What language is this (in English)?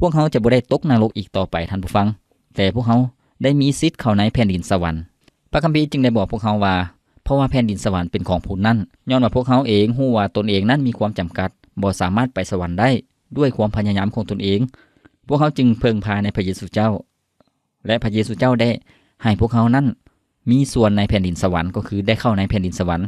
Lao